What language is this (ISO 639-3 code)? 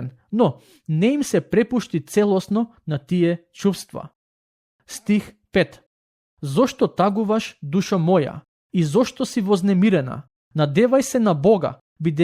mkd